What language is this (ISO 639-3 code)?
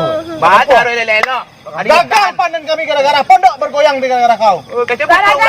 min